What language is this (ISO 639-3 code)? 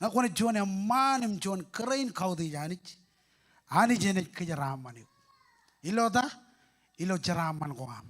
mah